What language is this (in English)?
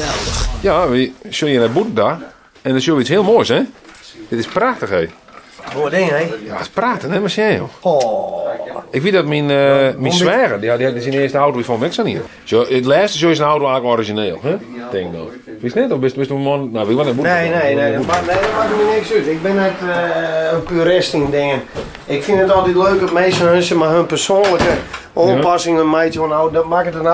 Western Frisian